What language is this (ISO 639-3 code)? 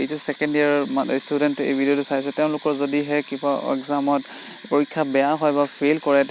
asm